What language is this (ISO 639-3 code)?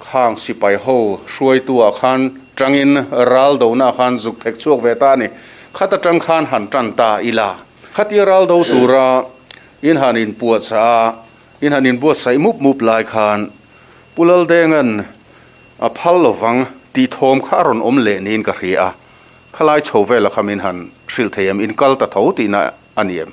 lus